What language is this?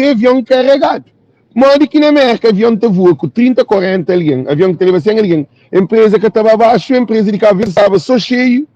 Kabuverdianu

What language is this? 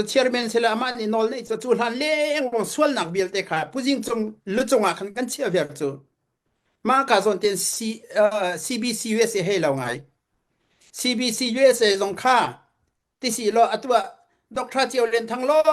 Hakha Chin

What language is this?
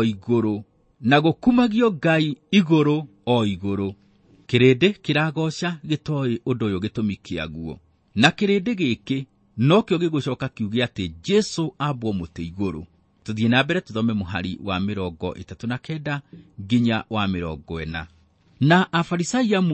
Kikuyu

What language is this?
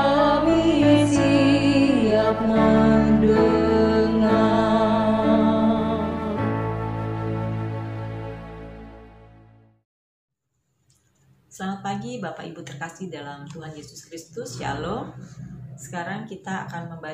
Indonesian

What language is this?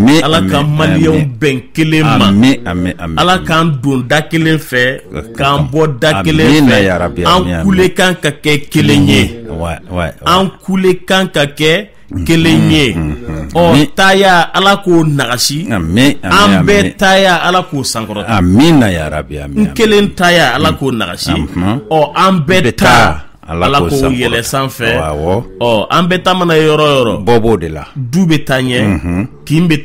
Bambara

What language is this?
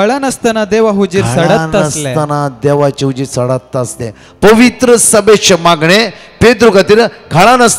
Konkani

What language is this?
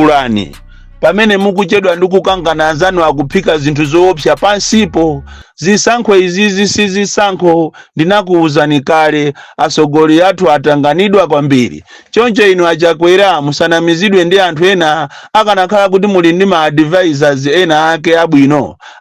Nyanja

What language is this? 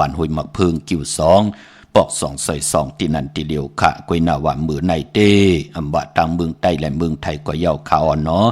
Shan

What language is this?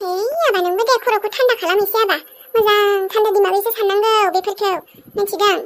Bodo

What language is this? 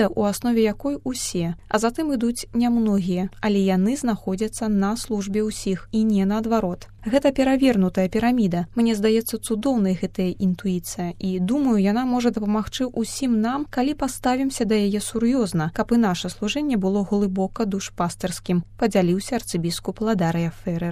Belarusian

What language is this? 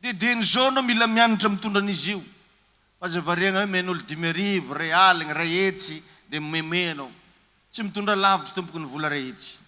Malagasy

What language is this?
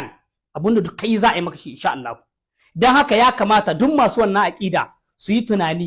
Hausa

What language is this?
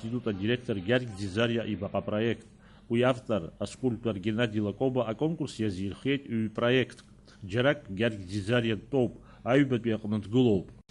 Abkhazian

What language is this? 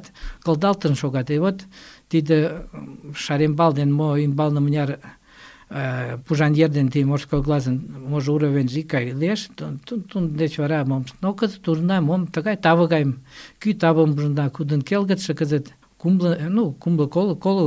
Mari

